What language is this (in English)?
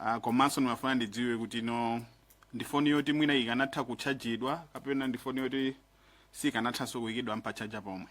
Nyanja